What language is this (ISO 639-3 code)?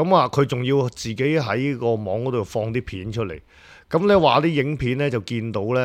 yue